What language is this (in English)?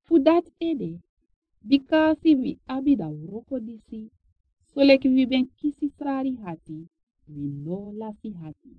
Sranan Tongo